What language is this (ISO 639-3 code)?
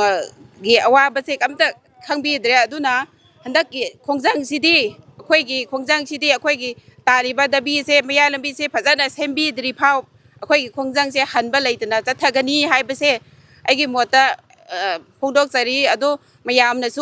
mni